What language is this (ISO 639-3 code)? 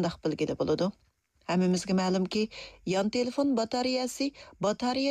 uig